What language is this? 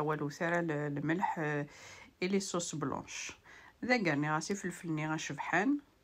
Kabyle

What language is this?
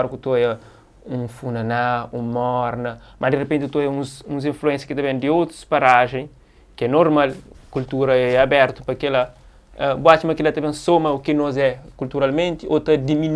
Kabuverdianu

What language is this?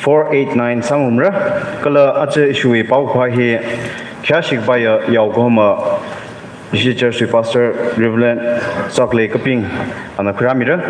Tangkhul Naga (India)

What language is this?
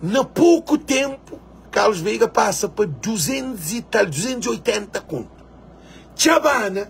Kabuverdianu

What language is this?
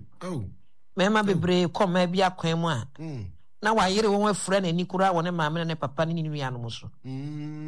Akan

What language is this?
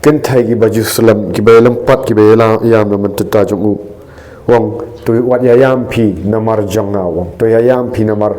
Khasi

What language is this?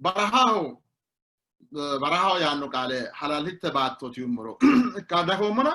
Sidamo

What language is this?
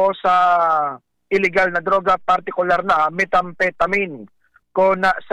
Bikol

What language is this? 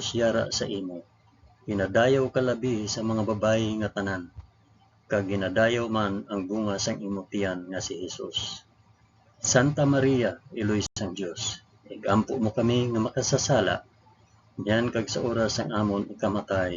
Hiligaynon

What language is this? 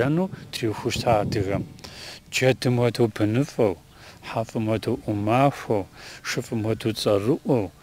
Kabardian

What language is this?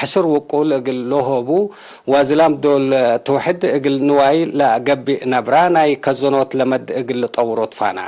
Tigre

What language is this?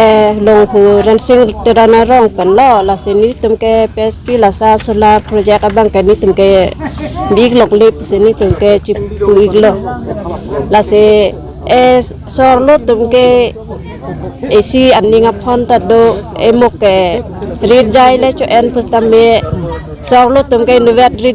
Karbi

